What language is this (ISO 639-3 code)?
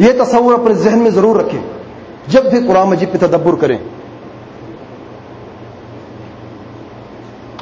urd